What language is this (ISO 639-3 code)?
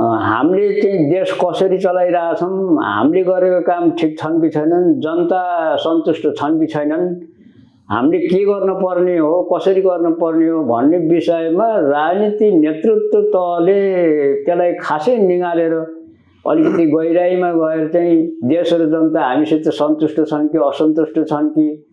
nep